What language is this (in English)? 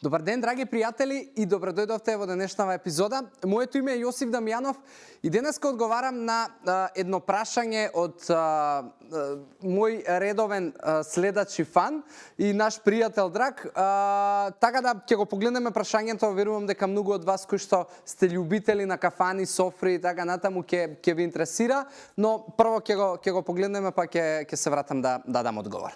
Macedonian